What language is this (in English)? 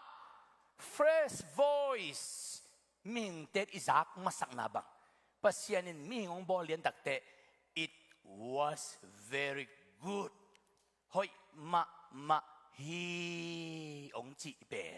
Tedim Chin